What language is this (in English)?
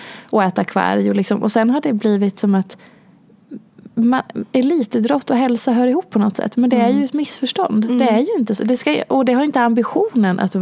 Swedish